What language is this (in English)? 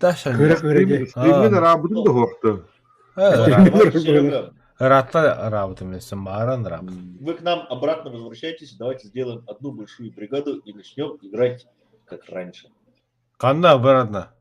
Yakut